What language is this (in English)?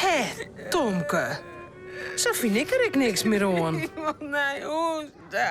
Western Frisian